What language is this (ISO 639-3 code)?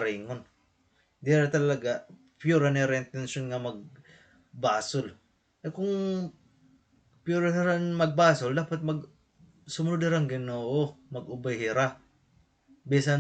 war